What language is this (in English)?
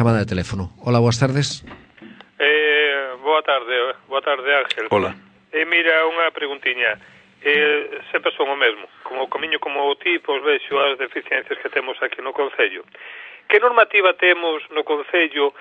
Galician